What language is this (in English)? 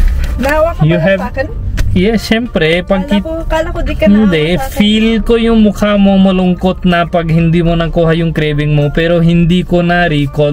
Filipino